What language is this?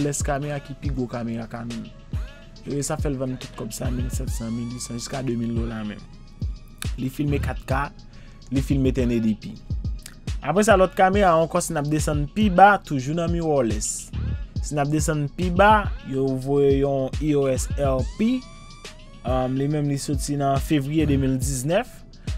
Haitian Creole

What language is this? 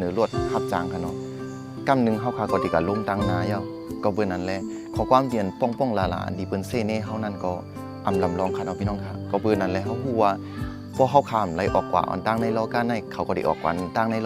Shan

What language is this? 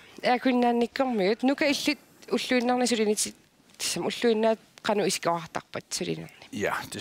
Kalaallisut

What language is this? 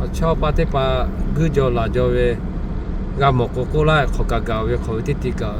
Lahu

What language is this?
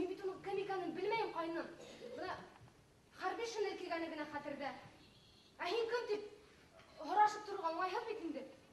Bashkir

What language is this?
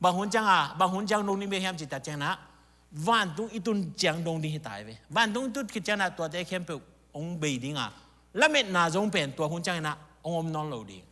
Tedim Chin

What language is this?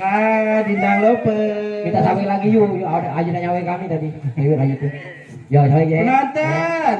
Musi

